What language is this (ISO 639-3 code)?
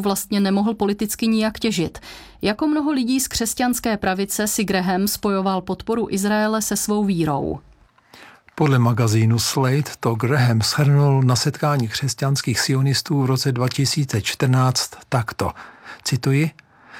ces